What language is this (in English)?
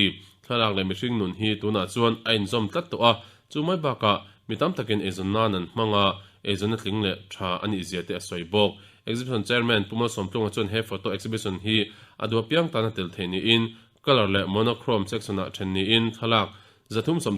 Mizo